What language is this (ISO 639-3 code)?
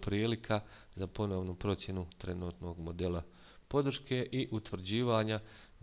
bos